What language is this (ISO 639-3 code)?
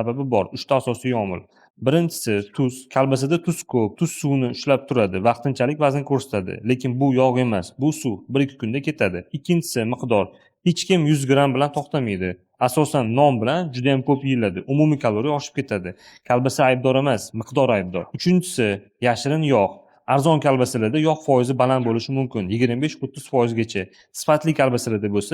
uzb